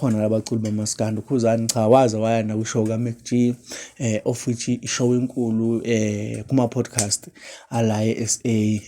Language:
Zulu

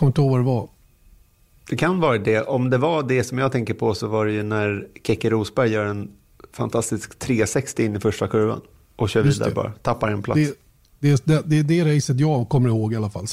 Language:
Swedish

